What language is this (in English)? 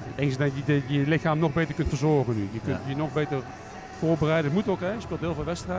Dutch